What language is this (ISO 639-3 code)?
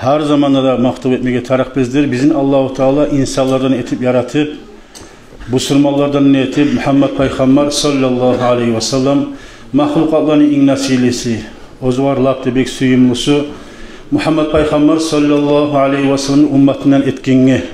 kum